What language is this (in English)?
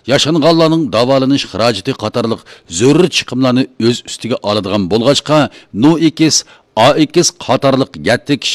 Uyghur